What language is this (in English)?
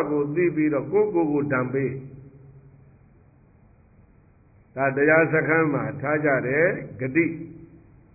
Burmese